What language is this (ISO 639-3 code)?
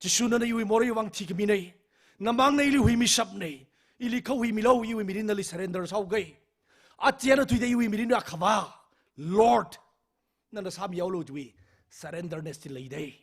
nmf